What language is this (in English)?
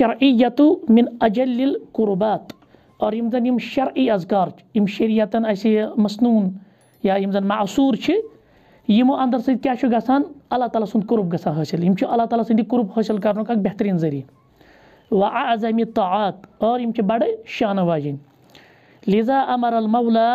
Kashmiri